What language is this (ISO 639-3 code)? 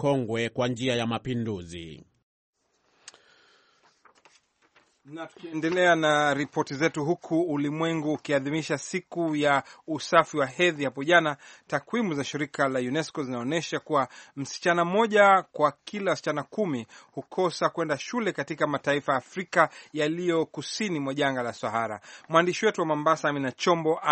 swa